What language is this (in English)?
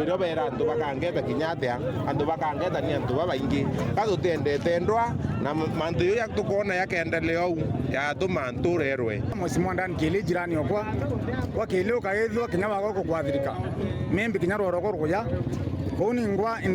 Meru